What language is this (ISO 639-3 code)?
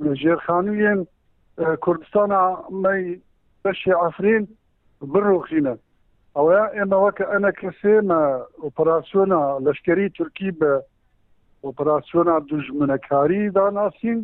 kur